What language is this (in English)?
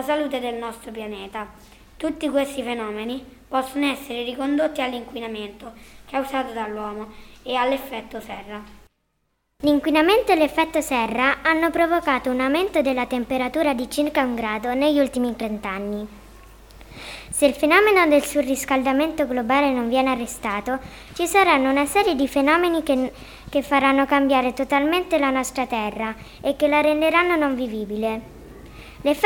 Italian